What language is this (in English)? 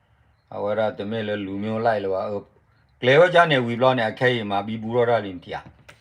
S'gaw Karen